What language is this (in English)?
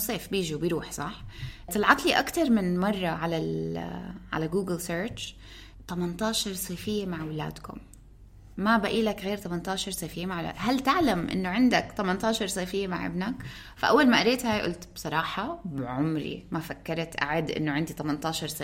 North Levantine Arabic